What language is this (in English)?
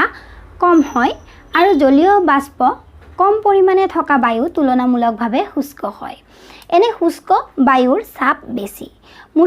Assamese